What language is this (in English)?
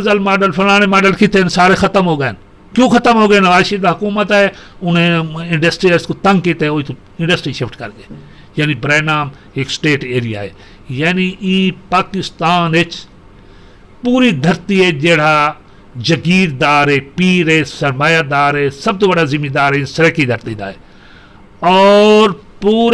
Western Panjabi